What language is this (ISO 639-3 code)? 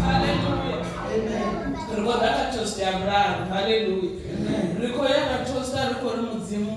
ven